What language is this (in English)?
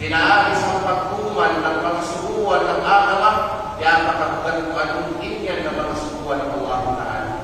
Kalagan